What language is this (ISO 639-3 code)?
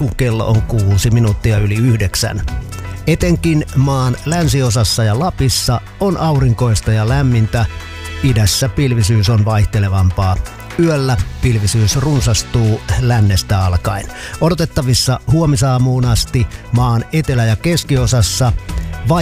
fin